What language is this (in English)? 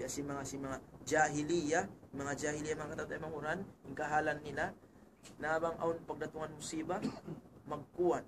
Tausug